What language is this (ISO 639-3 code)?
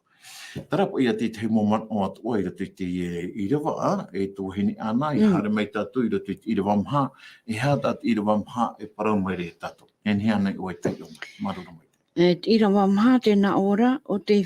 tah